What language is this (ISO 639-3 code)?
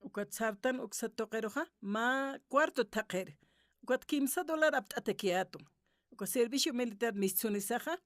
aym